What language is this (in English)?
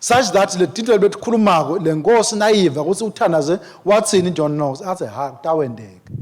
Swati